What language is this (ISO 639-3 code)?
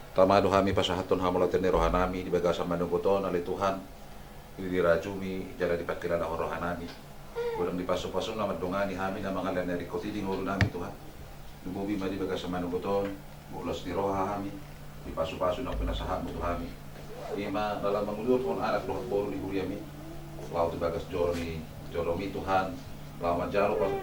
bbc